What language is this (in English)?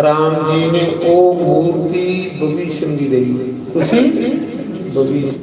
Dogri